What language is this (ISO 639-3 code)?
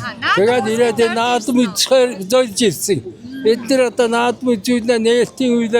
mon